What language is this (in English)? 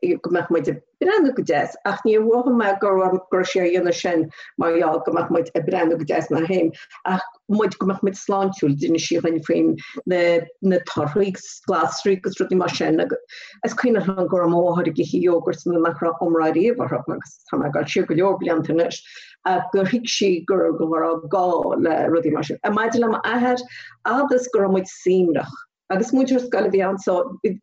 Irish